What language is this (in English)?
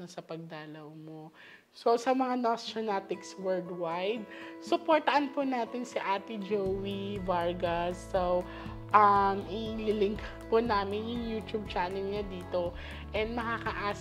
Filipino